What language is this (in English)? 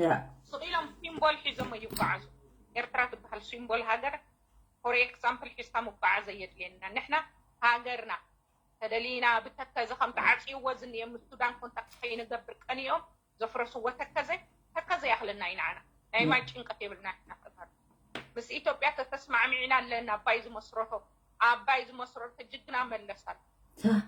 Tigrinya